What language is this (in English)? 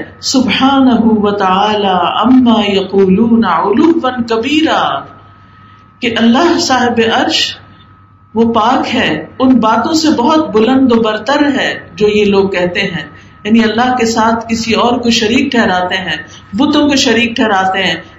Urdu